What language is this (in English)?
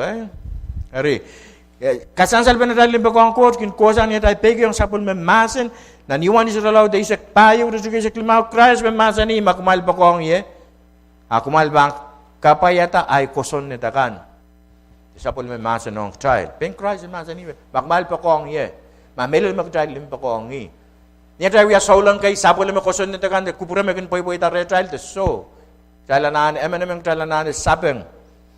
Pohnpeian